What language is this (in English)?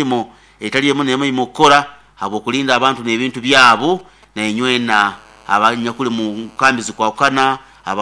Nyoro